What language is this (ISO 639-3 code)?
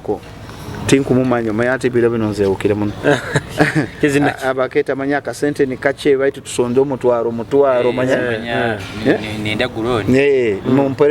nyo